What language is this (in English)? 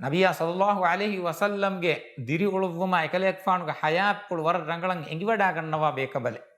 Divehi